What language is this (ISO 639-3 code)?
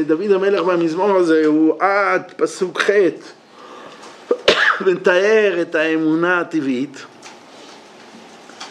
heb